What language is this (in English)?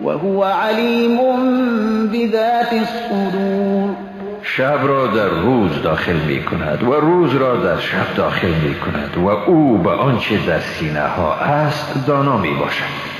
Persian